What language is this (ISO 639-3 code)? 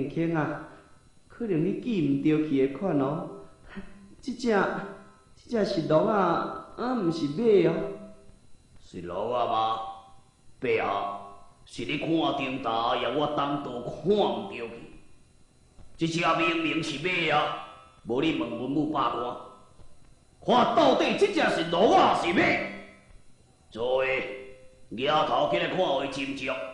nan